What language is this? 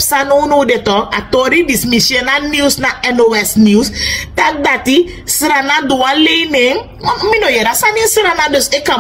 Sranan Tongo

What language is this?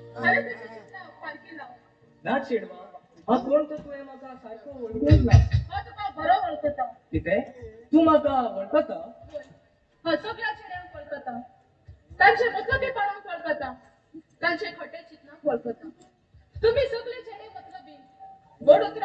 Konkani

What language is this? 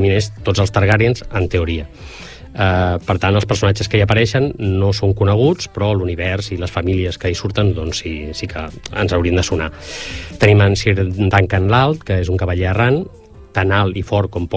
Catalan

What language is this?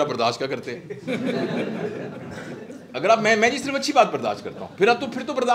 Hindi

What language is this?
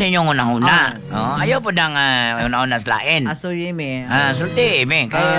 Cebuano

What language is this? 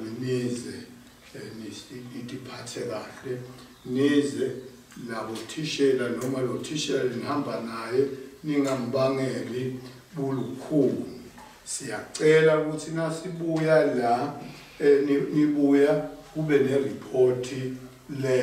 Shona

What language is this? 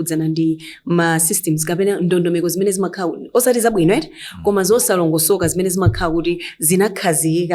Nyanja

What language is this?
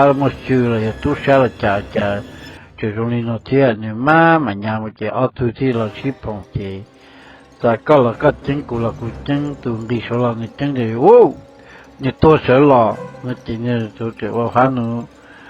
Hmong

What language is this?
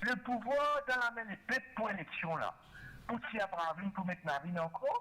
Morisyen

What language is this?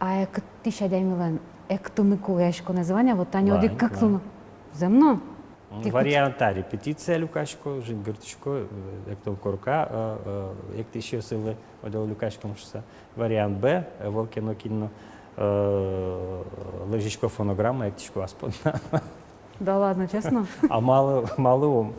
Udmurt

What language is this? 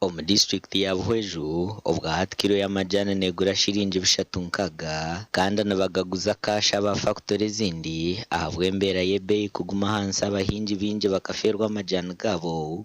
Nyankole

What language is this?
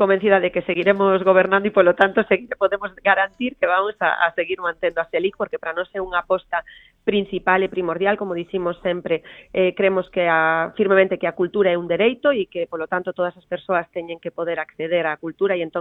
Galician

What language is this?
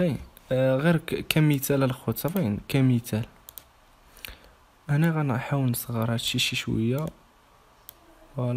Moroccan Arabic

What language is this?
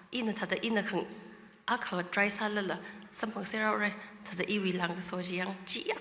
Tangkhul Naga (India)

